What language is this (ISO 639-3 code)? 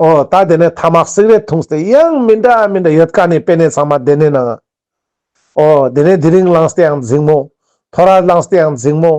lbj